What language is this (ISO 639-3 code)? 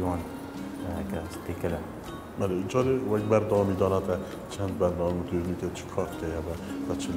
kur